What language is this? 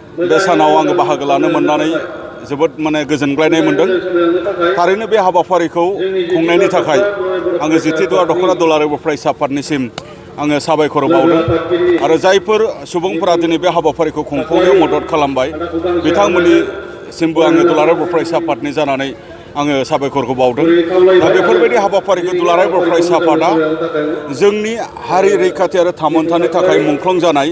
Bodo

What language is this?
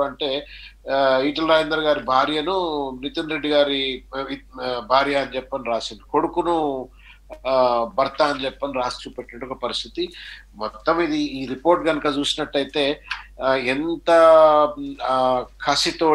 Telugu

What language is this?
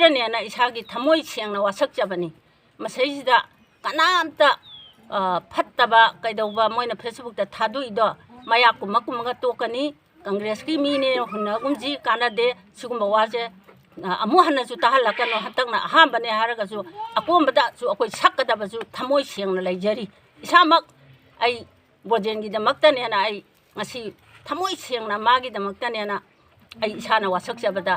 Manipuri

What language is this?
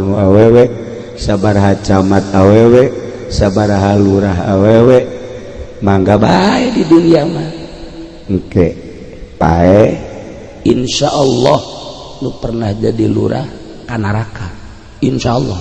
Sundanese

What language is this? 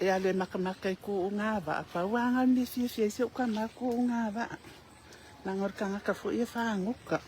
Samoan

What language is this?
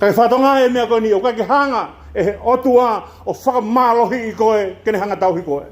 Tongan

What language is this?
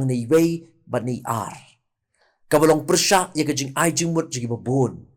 Khasi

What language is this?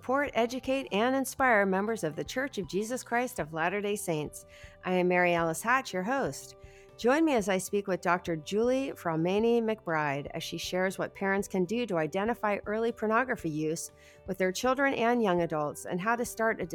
English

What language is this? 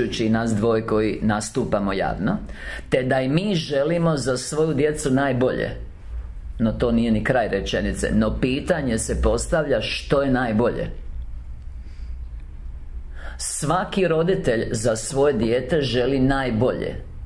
Croatian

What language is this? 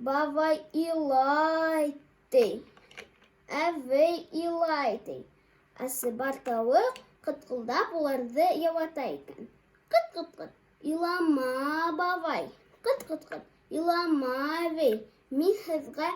Bashkir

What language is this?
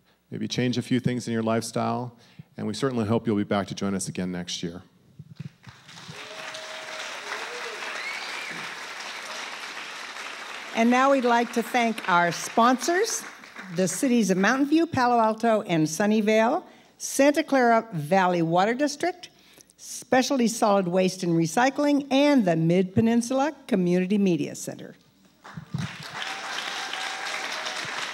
English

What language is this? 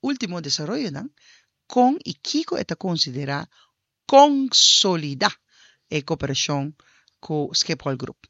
Papiamento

